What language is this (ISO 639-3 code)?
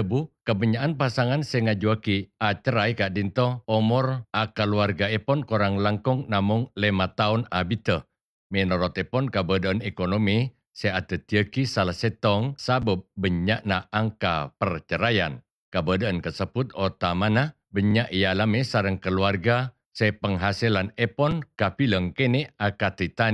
mad